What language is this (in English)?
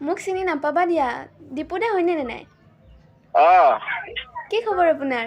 Assamese